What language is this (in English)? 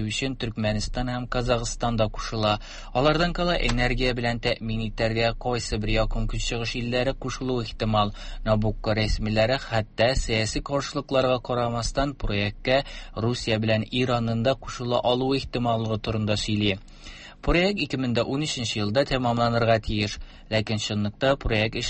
Tatar